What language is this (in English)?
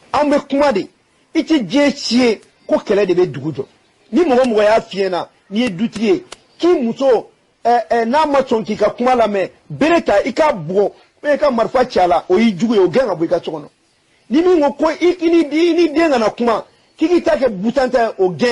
Bambara